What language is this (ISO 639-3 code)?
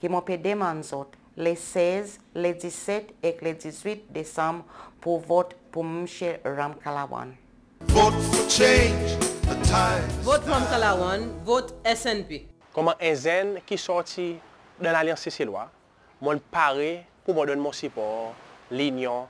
crs